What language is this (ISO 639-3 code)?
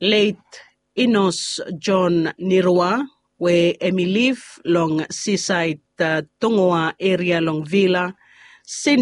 bis